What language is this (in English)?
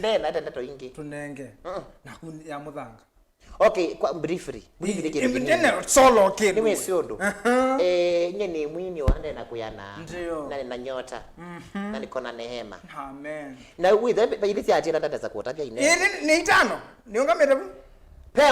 Kamba